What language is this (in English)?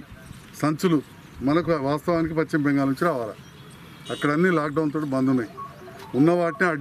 Telugu